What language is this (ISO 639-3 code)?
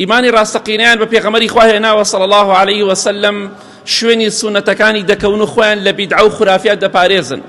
ckb